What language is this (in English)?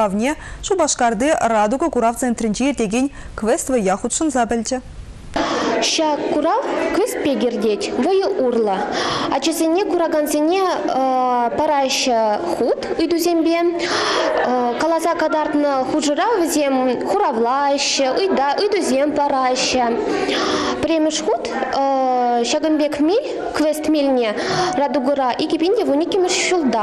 Chuvash